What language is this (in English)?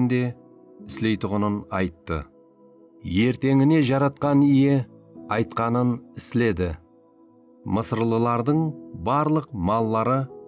Kara-Kalpak